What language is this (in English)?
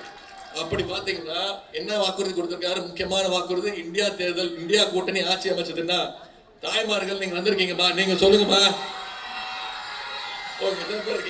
Tamil